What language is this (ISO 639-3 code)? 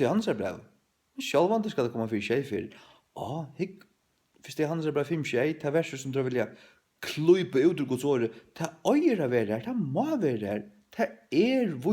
fao